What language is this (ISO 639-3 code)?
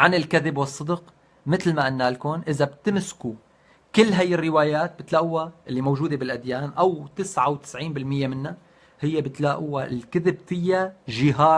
apc